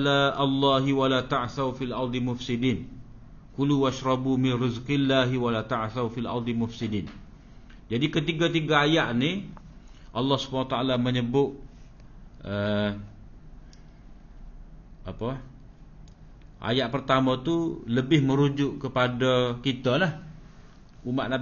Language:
Malay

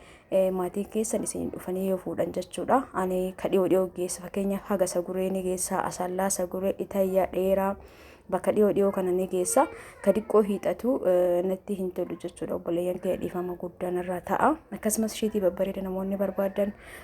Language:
Oromo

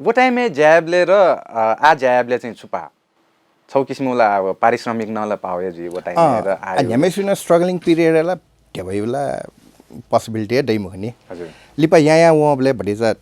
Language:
Newari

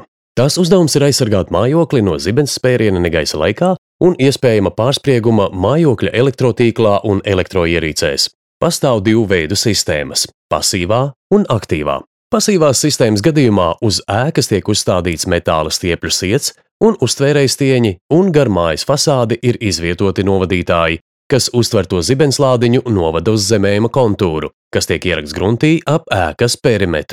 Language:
Latvian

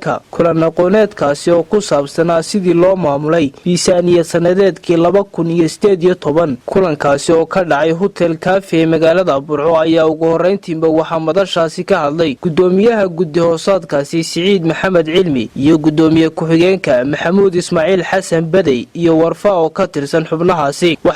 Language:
Somali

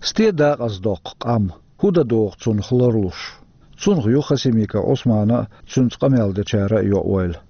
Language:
Chechen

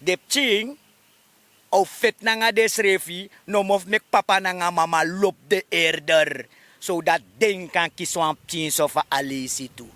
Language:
Sranan Tongo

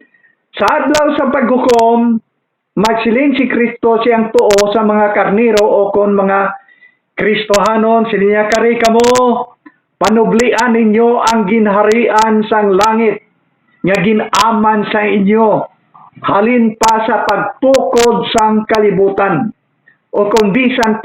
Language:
Hiligaynon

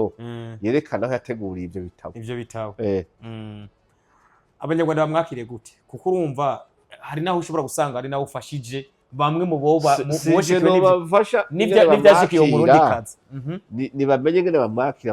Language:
Rundi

